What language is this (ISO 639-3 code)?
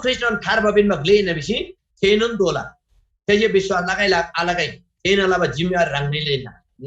taj